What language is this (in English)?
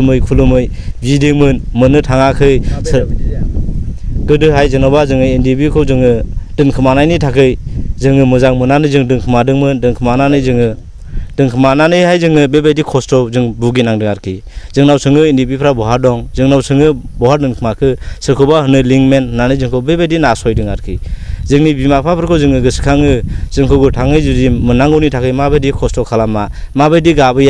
Bodo